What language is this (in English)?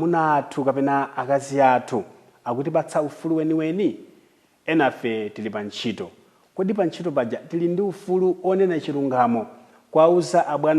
Nyanja